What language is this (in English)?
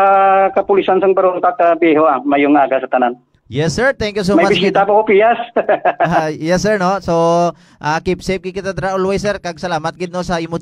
Hiligaynon